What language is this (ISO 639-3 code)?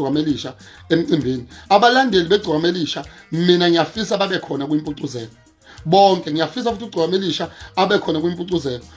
zul